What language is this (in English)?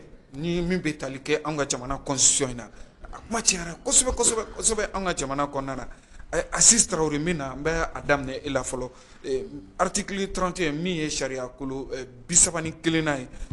Bambara